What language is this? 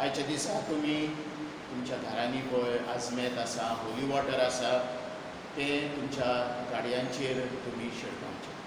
Konkani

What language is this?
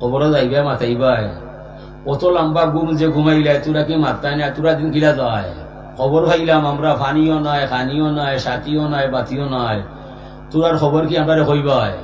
Sylheti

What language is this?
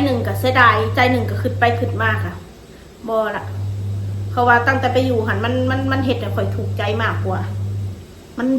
Northeastern Thai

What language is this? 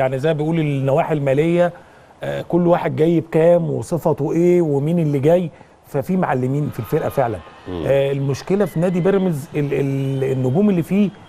Egyptian Arabic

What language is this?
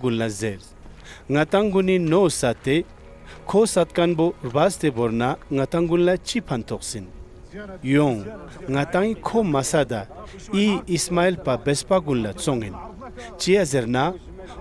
Ladakhi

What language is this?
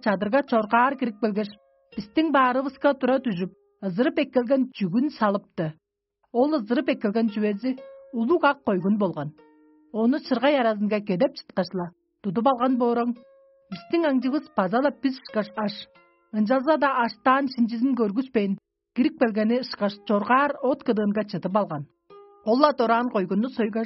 Tuvinian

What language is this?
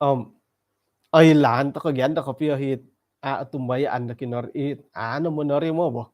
Central Dusun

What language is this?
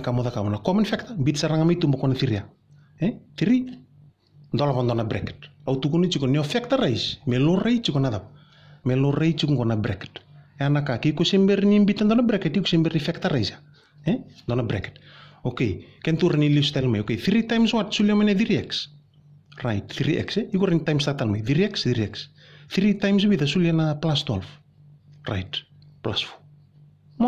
Fijian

